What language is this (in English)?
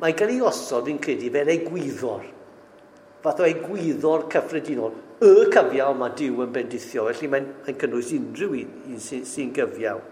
Welsh